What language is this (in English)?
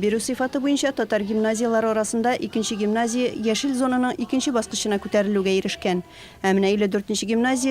Tatar